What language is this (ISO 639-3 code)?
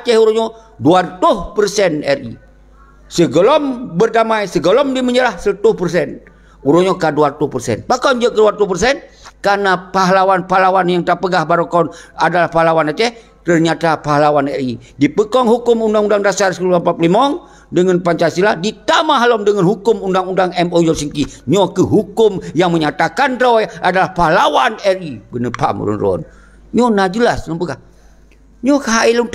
ace